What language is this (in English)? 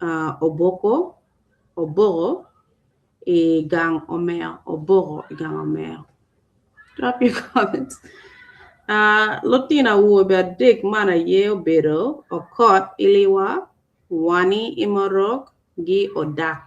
Acoli